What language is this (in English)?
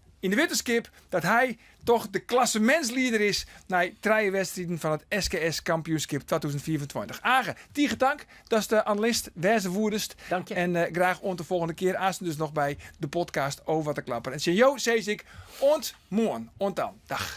Western Frisian